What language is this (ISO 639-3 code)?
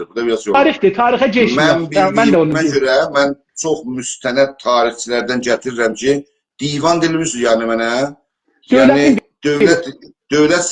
azb